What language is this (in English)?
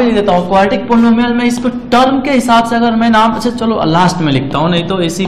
Hindi